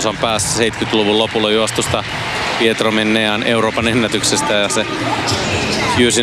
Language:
Finnish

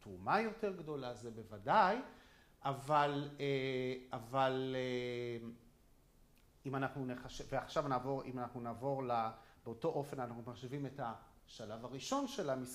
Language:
Hebrew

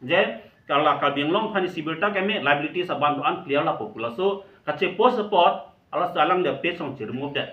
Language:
Karbi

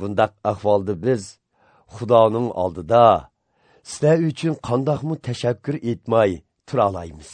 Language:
Uyghur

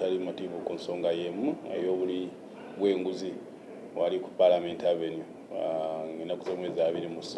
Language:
Ganda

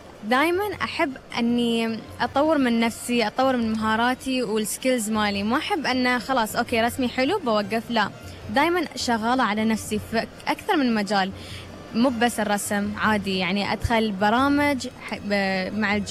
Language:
Gulf Arabic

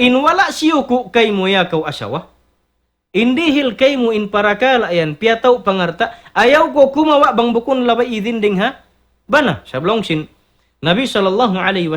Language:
Tausug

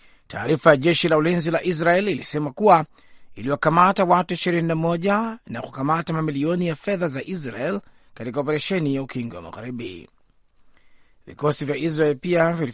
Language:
Swahili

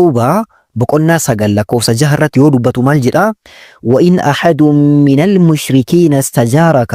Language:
Oromo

